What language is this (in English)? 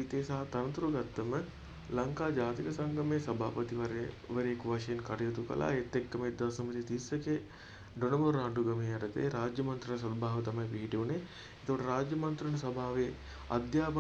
Sinhala